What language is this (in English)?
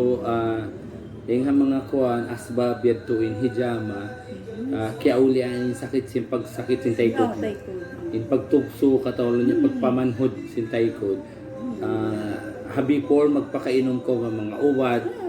Tausug